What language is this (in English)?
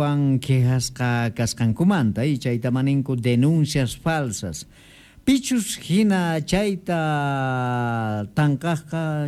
Quechua